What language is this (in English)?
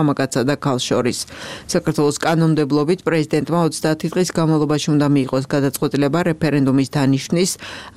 Georgian